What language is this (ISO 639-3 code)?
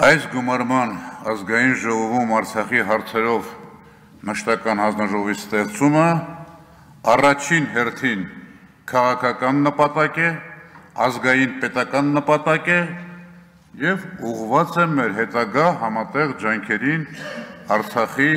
hye